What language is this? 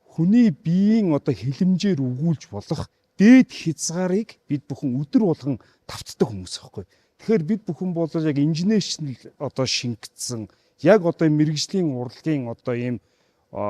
Mongolian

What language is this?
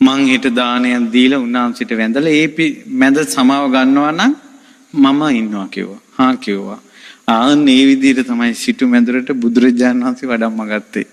Sinhala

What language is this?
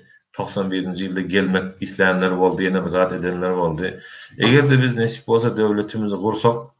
Turkmen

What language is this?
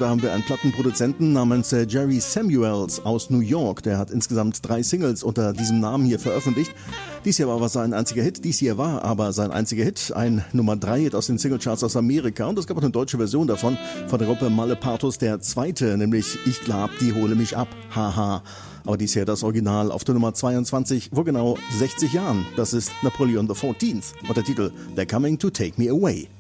German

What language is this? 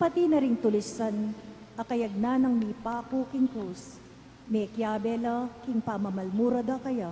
Pampanga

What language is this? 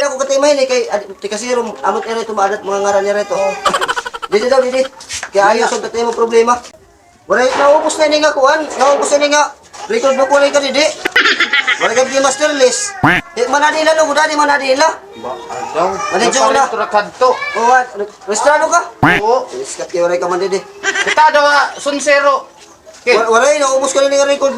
Waray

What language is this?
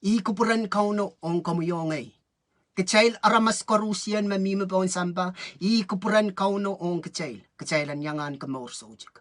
Pohnpeian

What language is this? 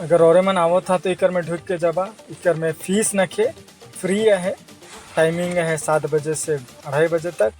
Sadri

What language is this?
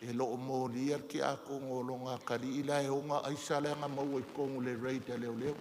Samoan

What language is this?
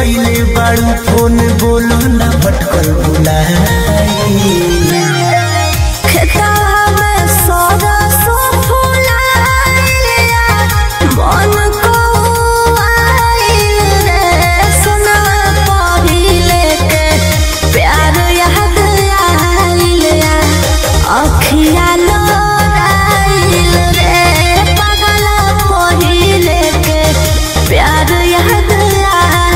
Bhojpuri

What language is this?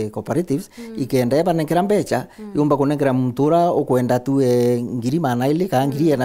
Meru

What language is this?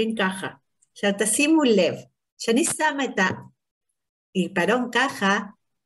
Hebrew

